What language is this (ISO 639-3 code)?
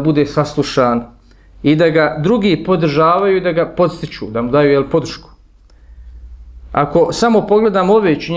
bos